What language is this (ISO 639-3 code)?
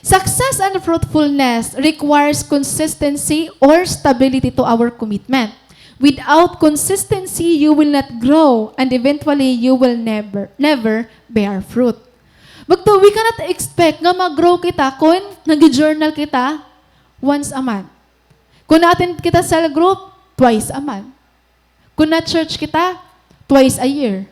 war